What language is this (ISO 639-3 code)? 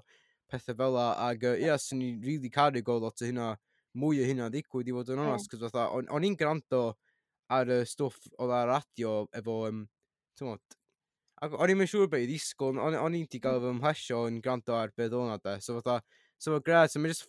cym